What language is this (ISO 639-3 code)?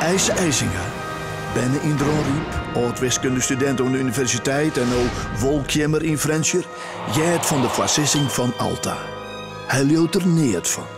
fry